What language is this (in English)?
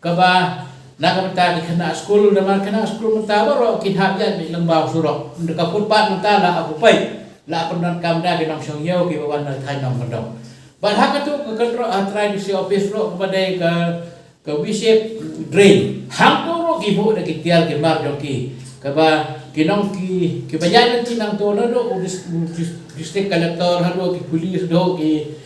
Khasi